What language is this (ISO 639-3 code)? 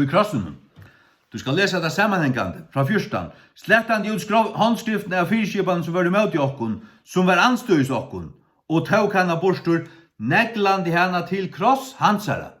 fao